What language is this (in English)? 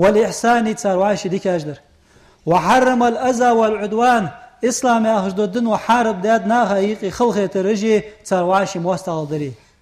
Ingush